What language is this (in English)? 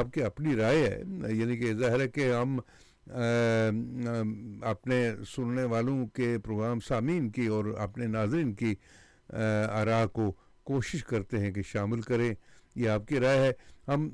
Urdu